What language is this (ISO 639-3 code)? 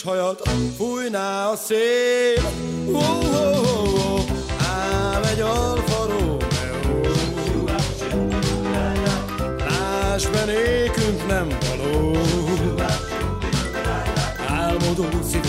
hun